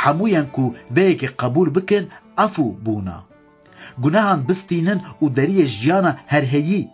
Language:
Kurdish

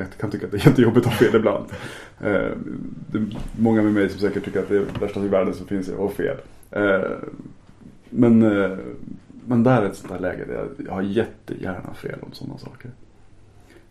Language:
Swedish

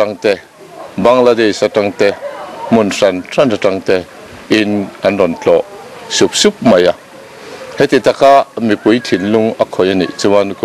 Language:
Mizo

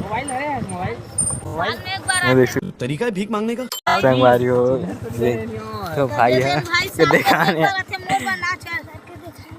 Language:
Chhattisgarhi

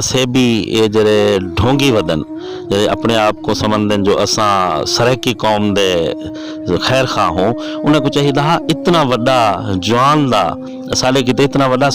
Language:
Saraiki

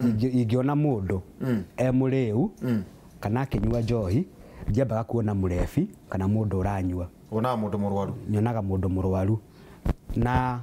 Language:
Kikuyu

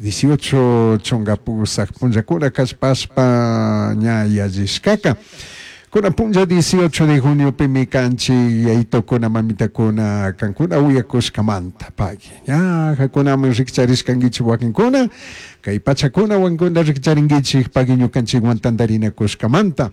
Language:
Chimborazo Highland Quichua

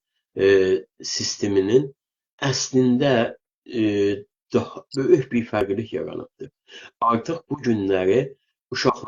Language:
South Azerbaijani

